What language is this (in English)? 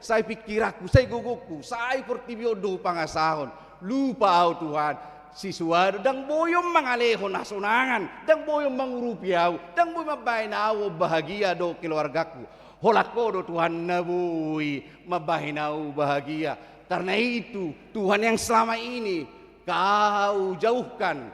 Batak Toba